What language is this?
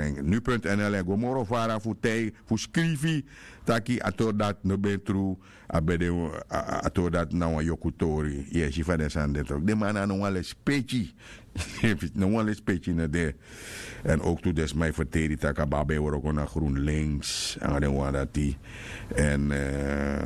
Sranan Tongo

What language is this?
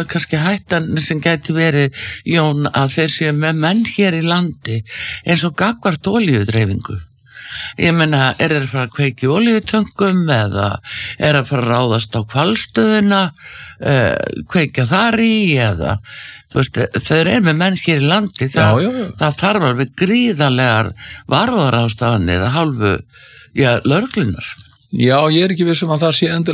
Icelandic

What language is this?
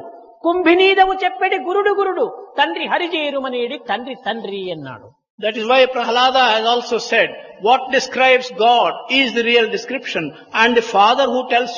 Telugu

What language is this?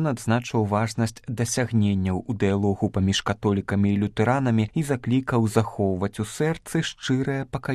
Belarusian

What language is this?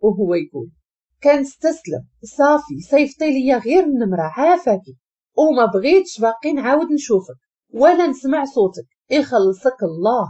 Moroccan Arabic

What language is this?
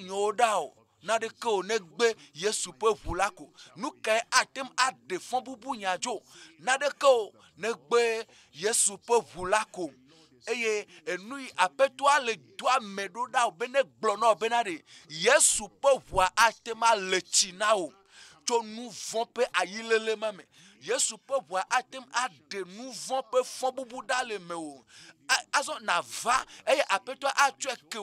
Ewe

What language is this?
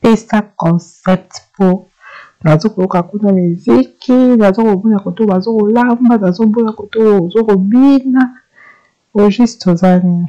Lingala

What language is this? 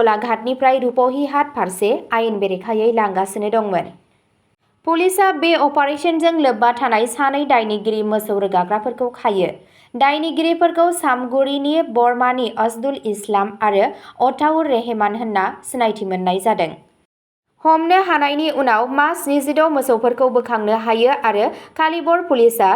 Bodo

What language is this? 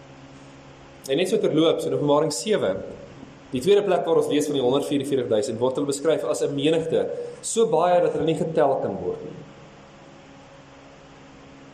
Afrikaans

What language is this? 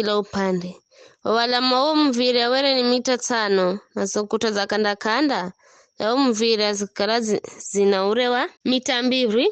Giryama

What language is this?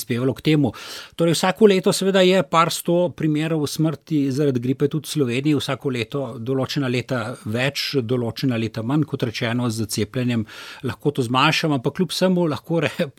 Slovenian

